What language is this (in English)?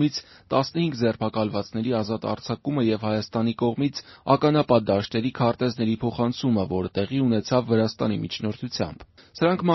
Armenian